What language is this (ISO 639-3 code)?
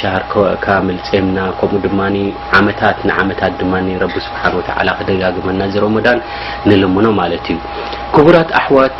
tir